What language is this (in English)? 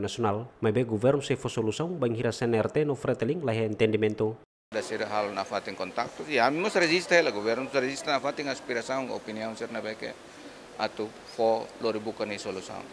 Tetum